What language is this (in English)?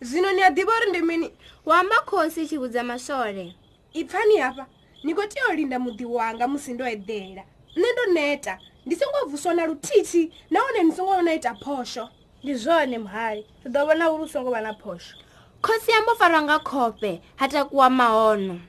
Venda